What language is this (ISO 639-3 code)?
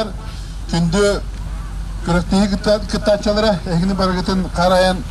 sah